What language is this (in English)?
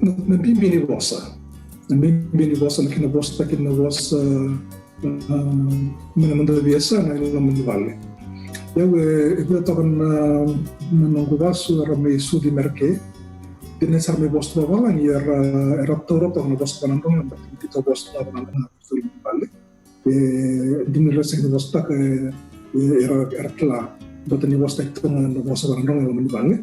Fijian